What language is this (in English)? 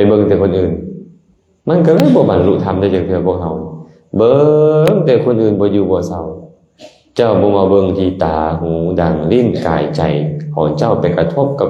Lao